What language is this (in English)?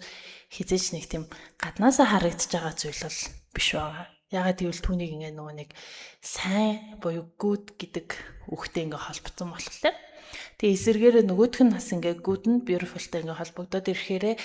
Mongolian